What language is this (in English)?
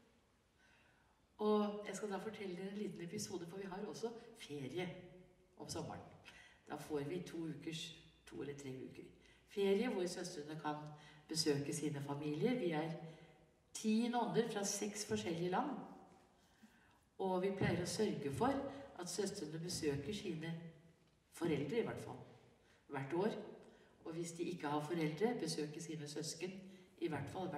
Norwegian